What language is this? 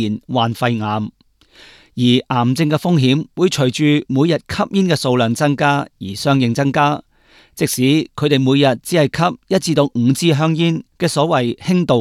Cantonese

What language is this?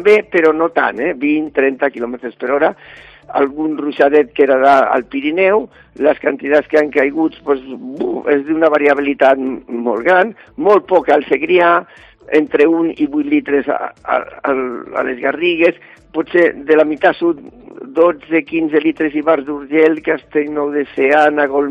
Catalan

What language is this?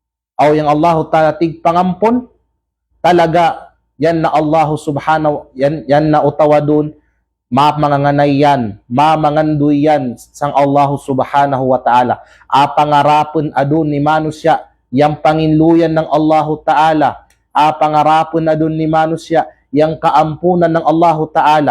Kalagan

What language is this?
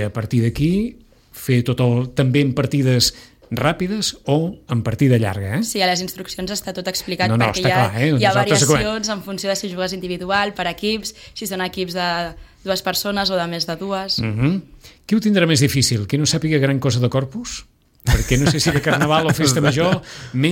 Catalan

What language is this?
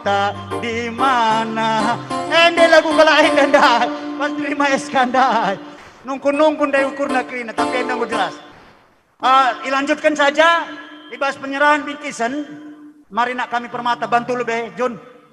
Batak Karo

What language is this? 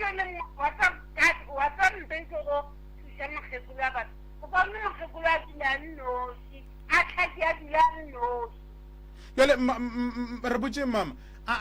Northern Sotho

